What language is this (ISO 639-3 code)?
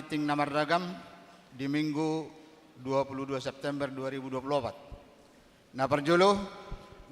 bbc